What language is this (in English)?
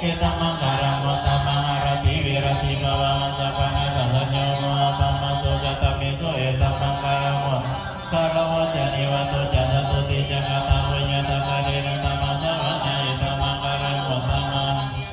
Pali